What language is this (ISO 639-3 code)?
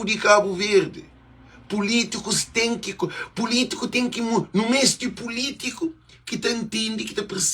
kea